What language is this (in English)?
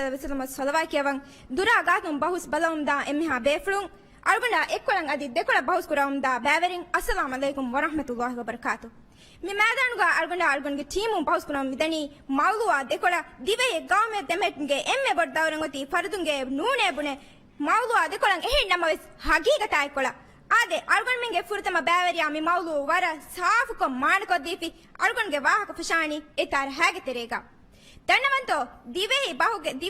Divehi